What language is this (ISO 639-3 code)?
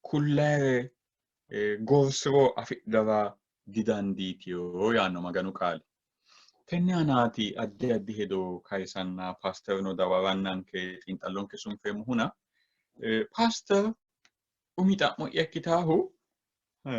sid